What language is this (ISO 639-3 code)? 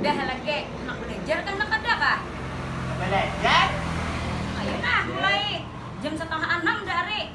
bjn